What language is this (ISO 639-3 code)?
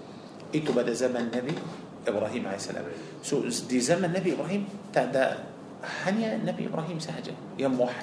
msa